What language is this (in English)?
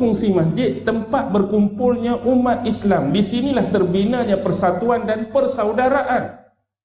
Malay